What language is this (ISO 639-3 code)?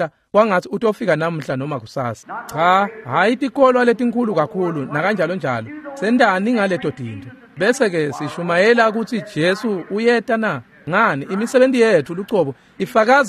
ssw